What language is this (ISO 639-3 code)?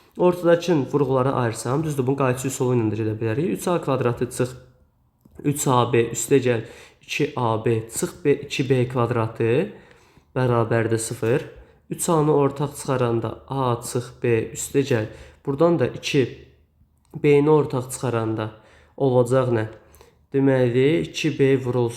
aze